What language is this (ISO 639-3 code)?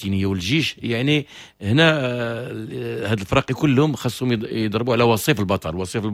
ary